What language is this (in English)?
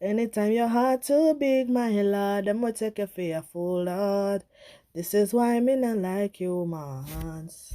Jamaican Creole English